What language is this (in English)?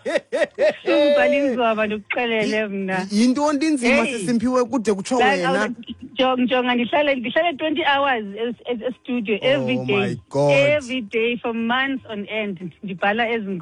Xhosa